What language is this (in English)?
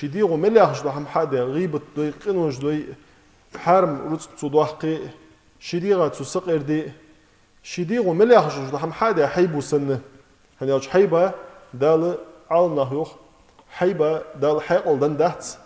Ingush